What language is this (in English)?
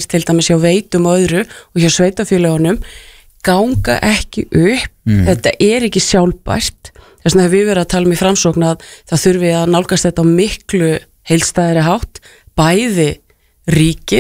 Icelandic